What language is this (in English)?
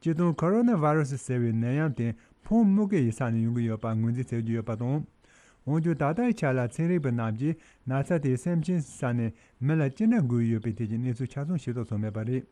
Tibetan